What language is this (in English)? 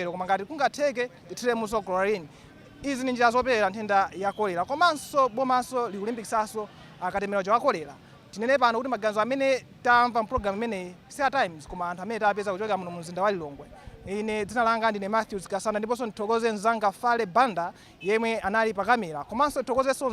Nyanja